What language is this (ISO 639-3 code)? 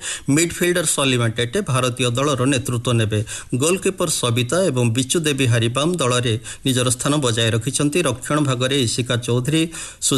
ori